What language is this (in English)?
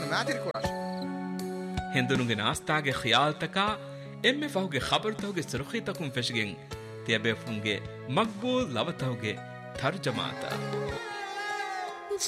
Divehi